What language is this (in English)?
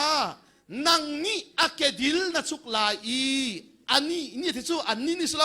Hakha Chin